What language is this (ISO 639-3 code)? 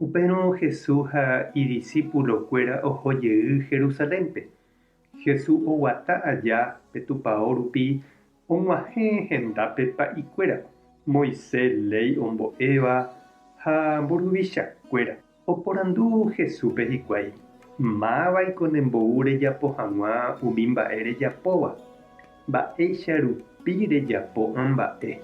grn